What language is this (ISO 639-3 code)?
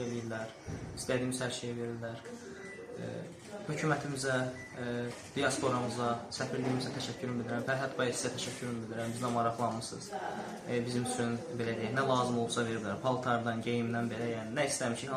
aze